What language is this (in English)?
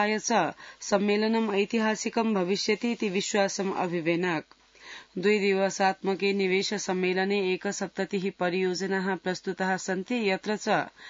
Sanskrit